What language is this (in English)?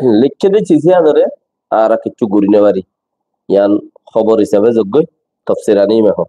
Rohingya